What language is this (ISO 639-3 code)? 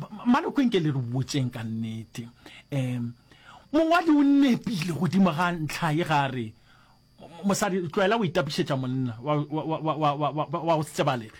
nso